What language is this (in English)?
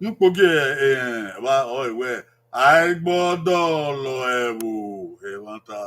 Bini